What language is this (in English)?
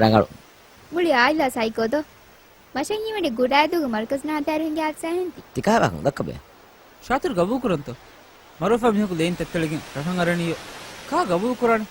Divehi